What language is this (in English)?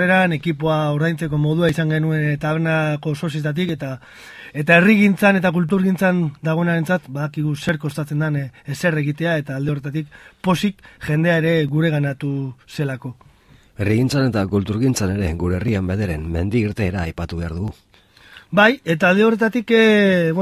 Basque